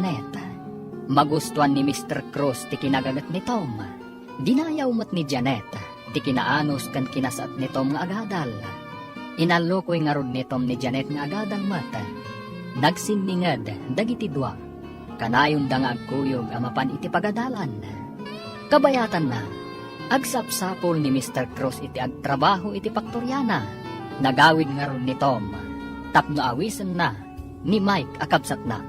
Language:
Iloko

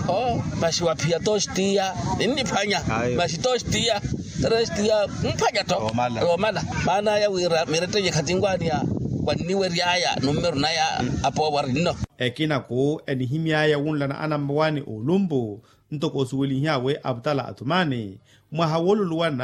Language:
Makhuwa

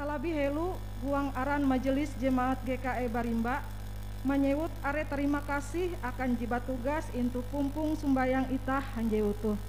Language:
Ngaju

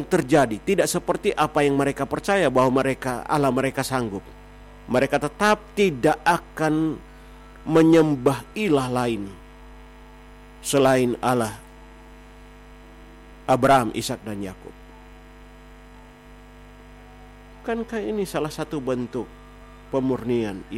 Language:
Indonesian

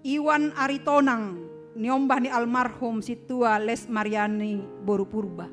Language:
Batak Simalungun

